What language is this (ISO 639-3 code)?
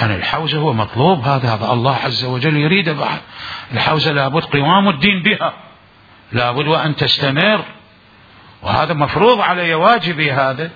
acm